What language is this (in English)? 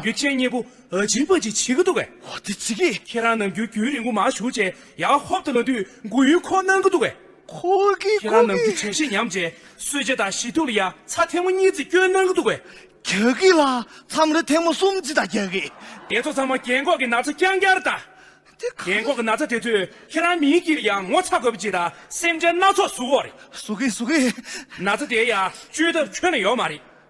Tibetan